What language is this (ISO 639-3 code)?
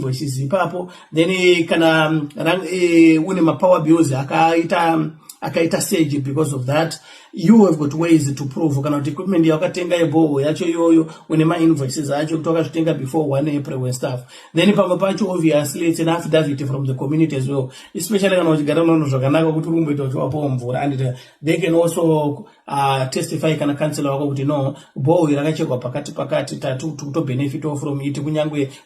sna